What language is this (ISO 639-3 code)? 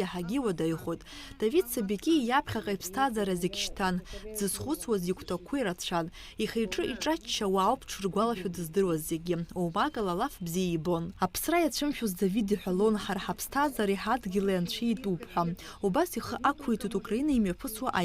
abk